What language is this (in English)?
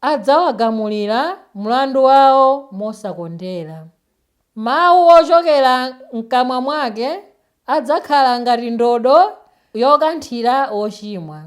Nyanja